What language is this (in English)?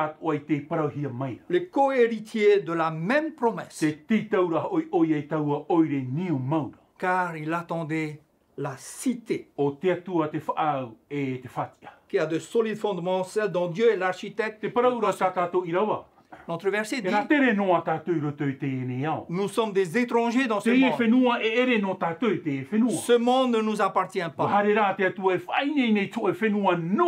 Tahitian